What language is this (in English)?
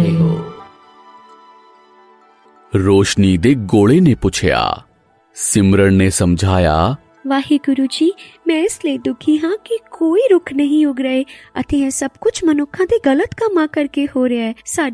Punjabi